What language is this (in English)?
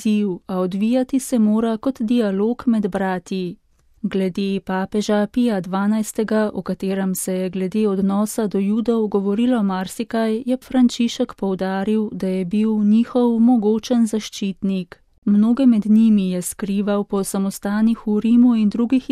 Slovenian